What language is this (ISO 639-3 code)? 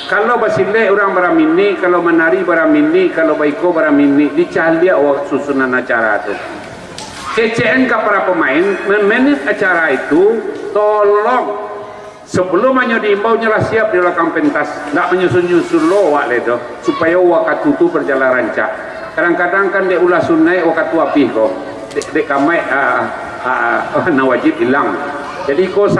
min